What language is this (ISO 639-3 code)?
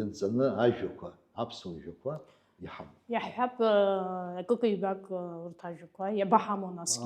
abk